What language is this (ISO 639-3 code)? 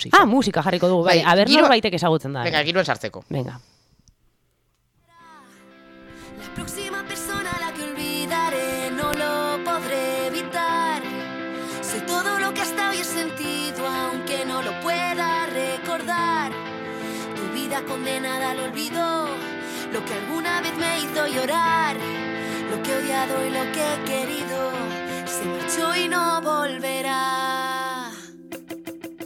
eus